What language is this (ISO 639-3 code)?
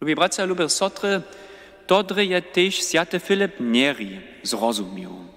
hsb